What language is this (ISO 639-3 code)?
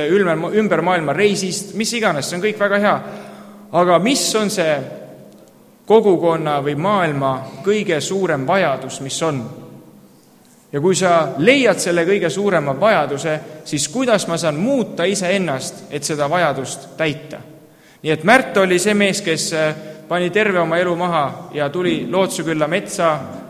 est